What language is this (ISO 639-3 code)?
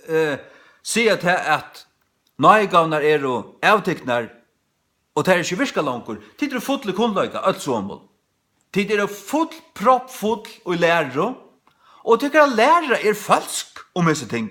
fao